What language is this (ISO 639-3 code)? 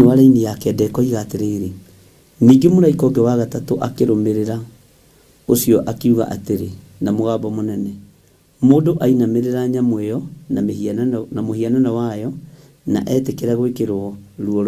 kik